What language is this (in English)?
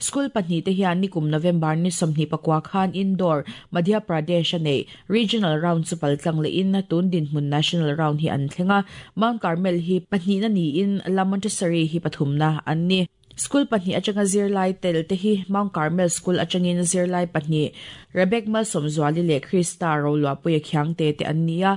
Mizo